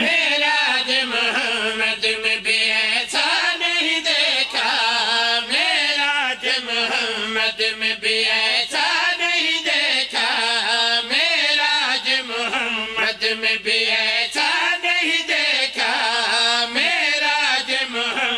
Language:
Pahari-Potwari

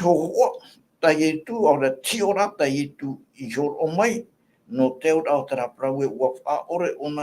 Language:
Tahitian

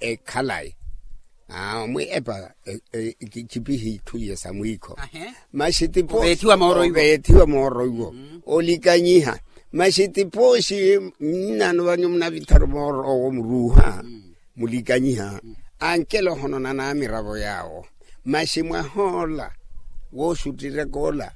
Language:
Makhuwa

